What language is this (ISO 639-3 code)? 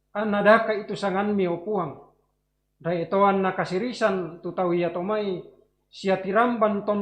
sda